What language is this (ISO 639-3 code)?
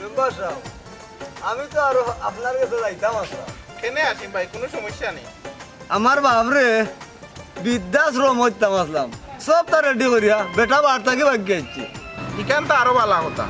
syl